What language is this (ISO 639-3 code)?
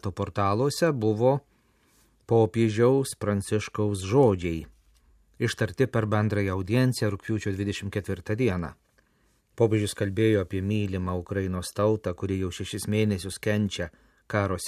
lit